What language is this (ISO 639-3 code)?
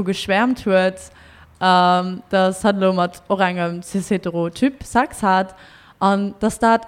ltz